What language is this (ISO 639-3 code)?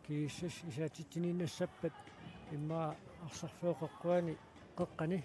kal